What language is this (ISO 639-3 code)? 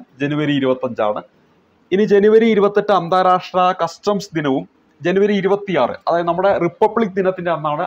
mal